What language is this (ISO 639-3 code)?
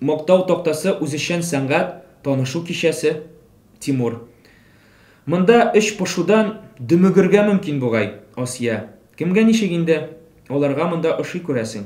tat